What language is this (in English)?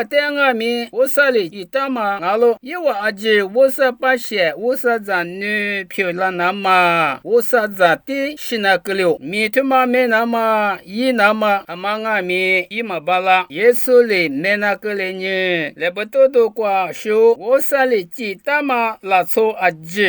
Lisu